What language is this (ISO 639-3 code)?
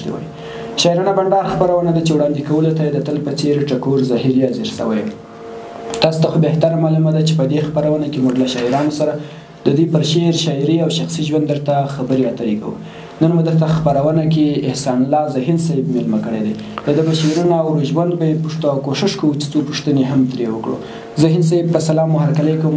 pus